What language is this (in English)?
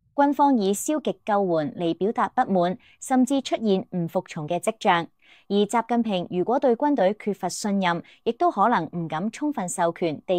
Cantonese